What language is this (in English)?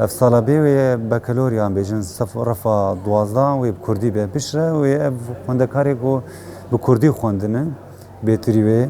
Kurdish